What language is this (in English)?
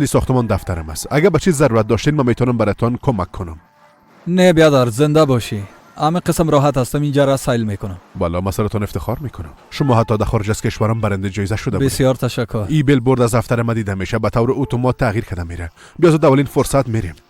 Persian